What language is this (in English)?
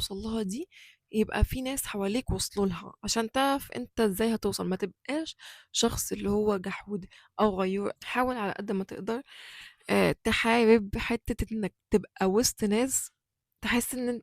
Egyptian Arabic